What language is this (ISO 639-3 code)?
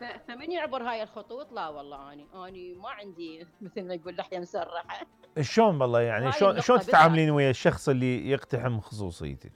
acm